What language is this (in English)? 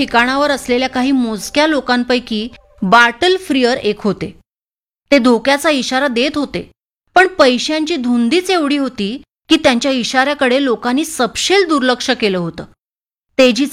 Marathi